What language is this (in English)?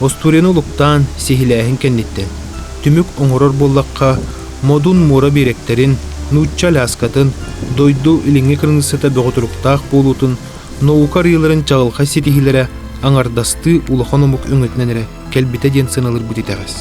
Yakut